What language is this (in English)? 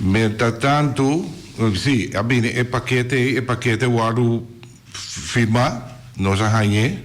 Papiamento